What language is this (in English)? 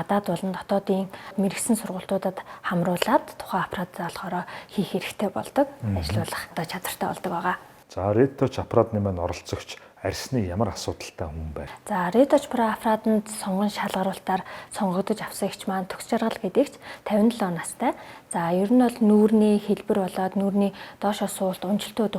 Mongolian